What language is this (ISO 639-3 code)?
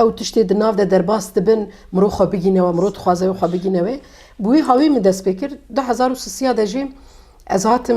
kur